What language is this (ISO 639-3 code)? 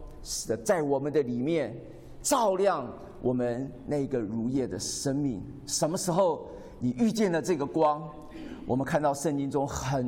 zho